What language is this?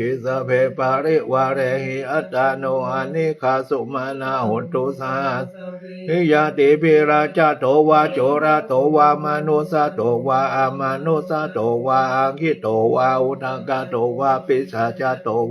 Pali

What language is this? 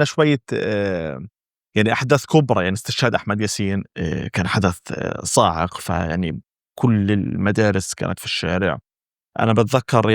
North Levantine Arabic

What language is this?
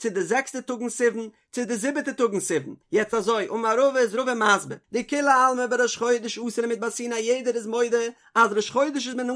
Yiddish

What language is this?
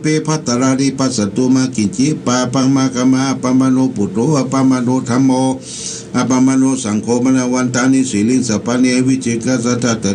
Pali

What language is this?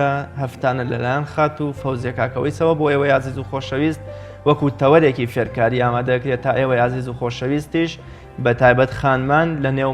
Central Kurdish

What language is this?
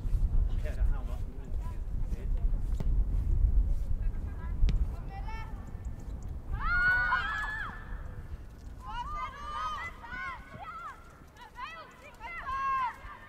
Danish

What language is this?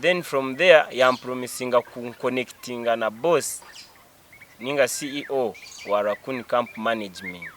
Nyankole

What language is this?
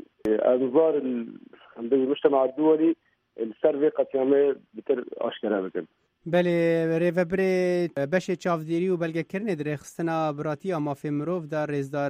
Kurdish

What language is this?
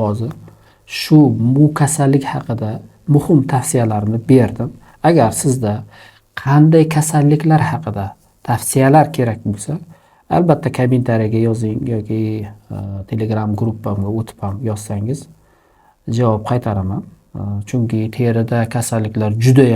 Uzbek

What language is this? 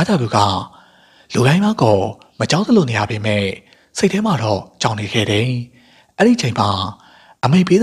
Burmese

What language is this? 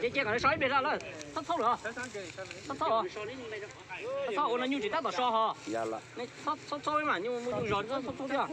Hmong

